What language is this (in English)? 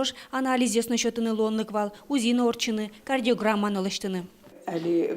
Udmurt